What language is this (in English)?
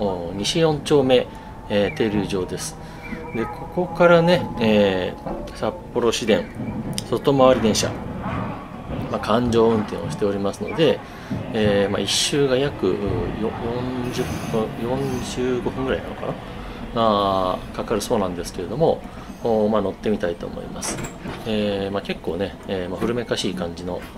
Japanese